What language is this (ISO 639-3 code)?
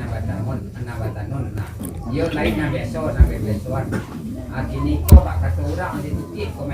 min